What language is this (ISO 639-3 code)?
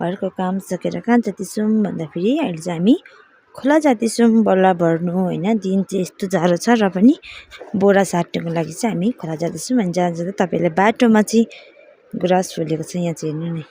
nep